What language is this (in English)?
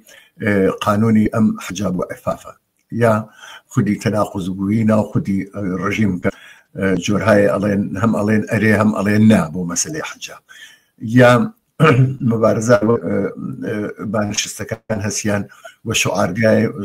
Central Kurdish